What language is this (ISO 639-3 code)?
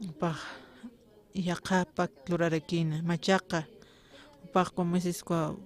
aym